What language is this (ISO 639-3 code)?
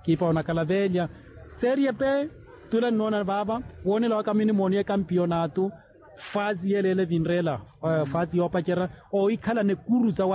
vmw